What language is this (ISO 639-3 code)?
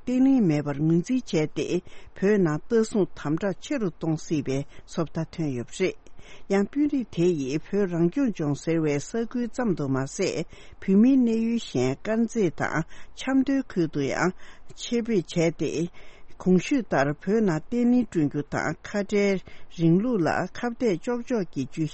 bod